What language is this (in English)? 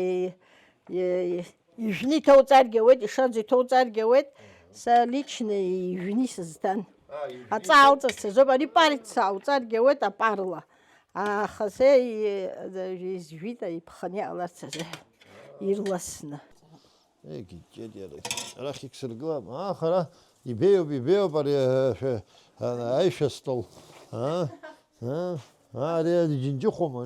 Abkhazian